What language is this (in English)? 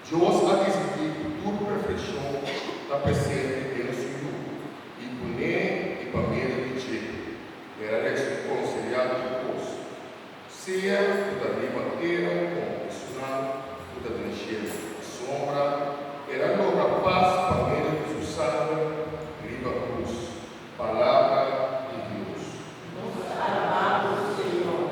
Papiamento